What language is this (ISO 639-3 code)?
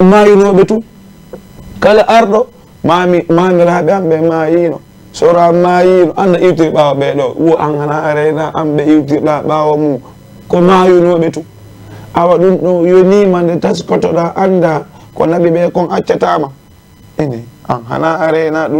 ful